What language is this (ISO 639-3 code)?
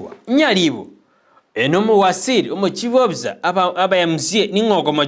guz